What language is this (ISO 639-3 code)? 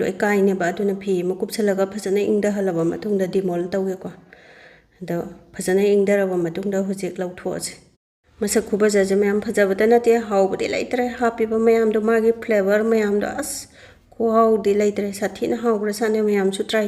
mni